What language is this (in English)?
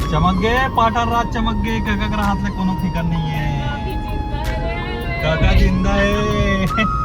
Chhattisgarhi